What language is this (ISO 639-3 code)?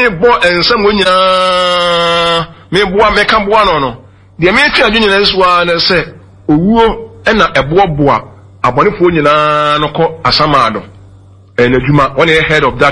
aka